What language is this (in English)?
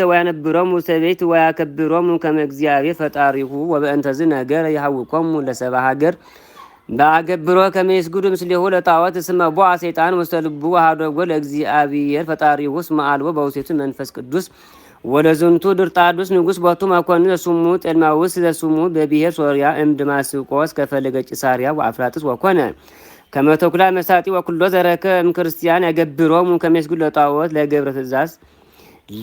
Geez